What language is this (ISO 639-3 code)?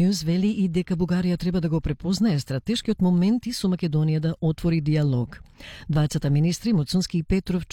mkd